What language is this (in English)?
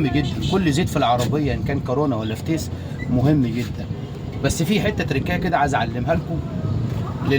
Egyptian Arabic